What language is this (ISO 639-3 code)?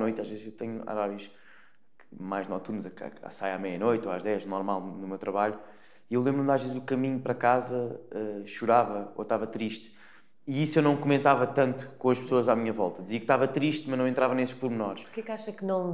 por